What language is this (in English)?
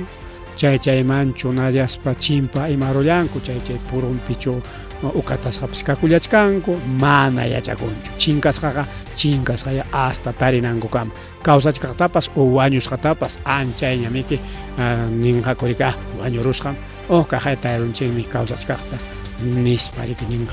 Ayacucho Quechua